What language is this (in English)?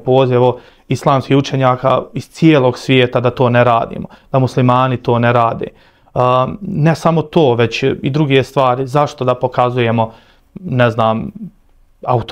Bosnian